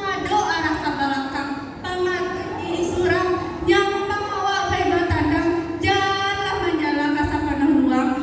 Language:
Minangkabau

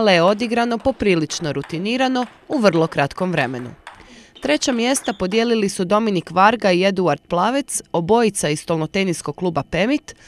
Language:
Croatian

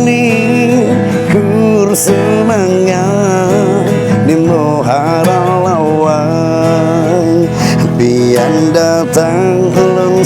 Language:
Banjar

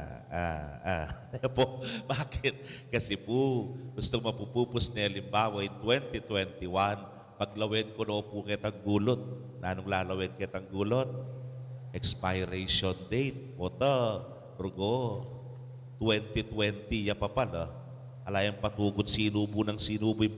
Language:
Pampanga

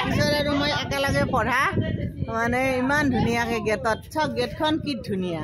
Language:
Assamese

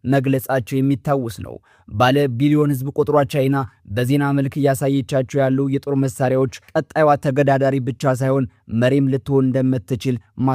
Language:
Amharic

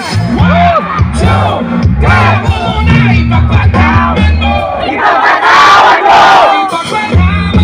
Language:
Filipino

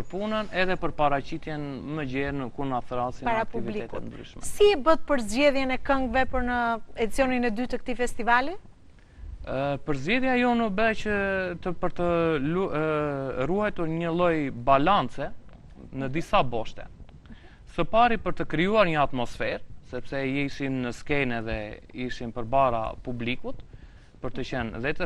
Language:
Albanian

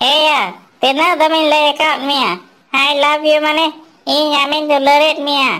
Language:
Santali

